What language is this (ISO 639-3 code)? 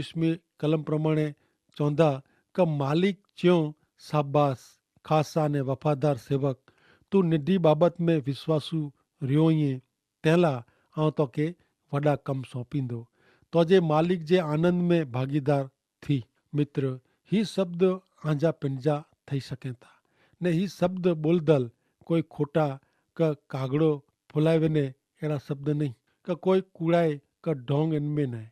kfr